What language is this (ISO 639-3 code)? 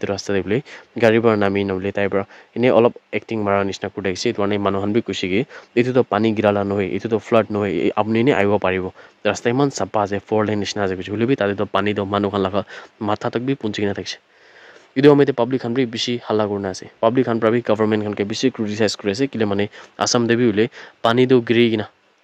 nag